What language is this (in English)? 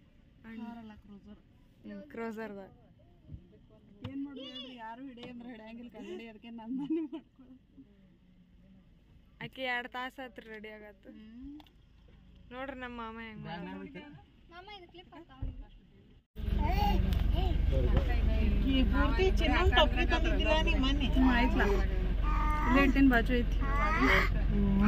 Kannada